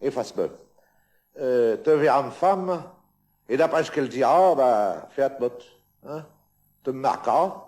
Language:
Picard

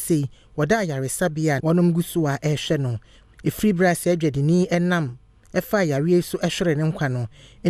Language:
Akan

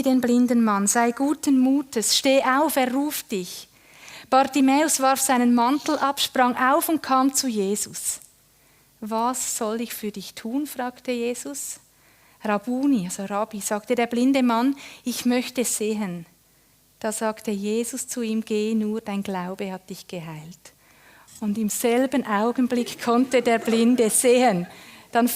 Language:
Swiss German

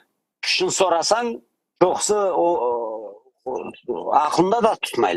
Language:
Crimean Tatar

